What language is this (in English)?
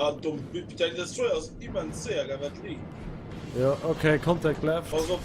Luxembourgish